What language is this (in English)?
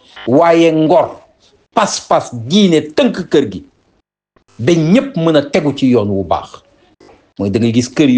Wolof